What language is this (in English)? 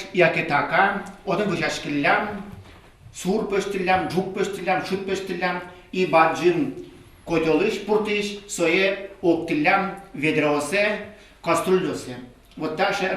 Udmurt